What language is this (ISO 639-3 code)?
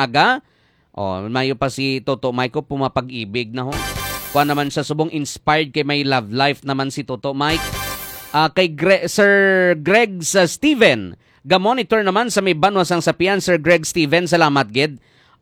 hil